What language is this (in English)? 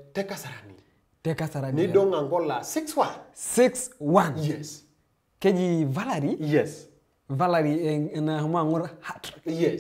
Masai